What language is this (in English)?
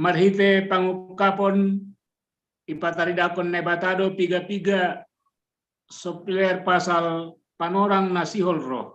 Batak Simalungun